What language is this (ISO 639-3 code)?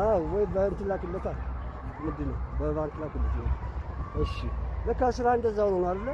amh